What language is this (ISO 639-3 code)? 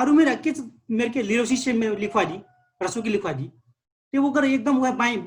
thl